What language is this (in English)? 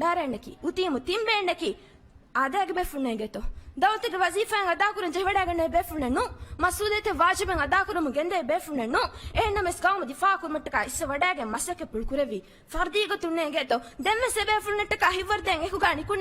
Divehi